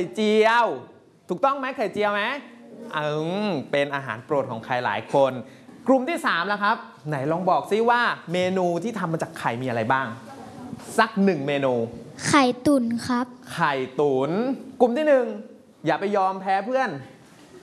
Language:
Thai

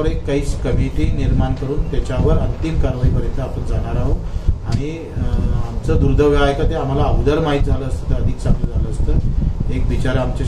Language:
Marathi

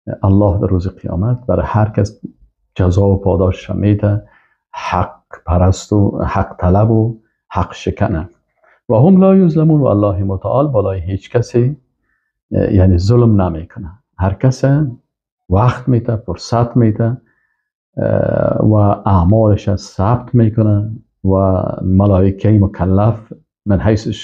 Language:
Persian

